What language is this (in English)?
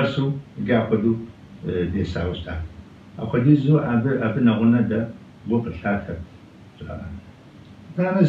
Kabardian